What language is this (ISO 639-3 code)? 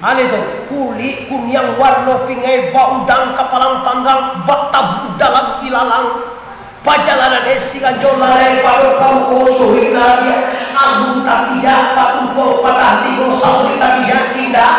min